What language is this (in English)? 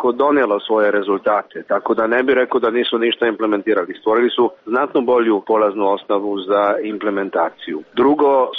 Serbian